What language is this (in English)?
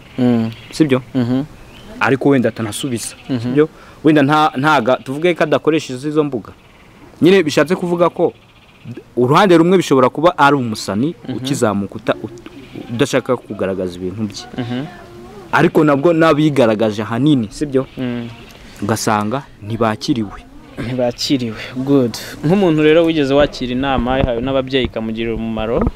Kinyarwanda